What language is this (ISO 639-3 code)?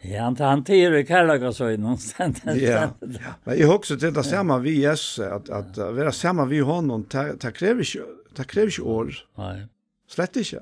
fao